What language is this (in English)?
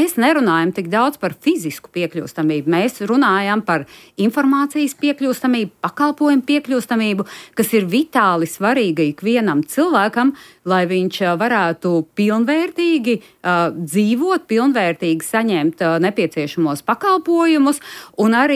Latvian